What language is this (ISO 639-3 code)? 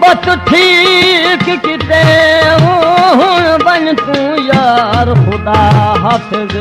skr